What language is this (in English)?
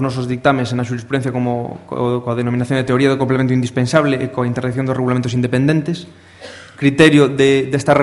Galician